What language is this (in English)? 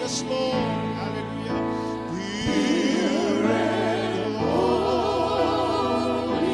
Fijian